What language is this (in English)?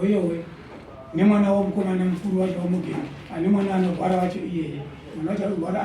Shona